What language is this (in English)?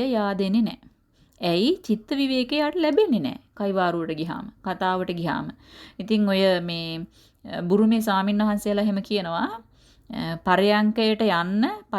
Sinhala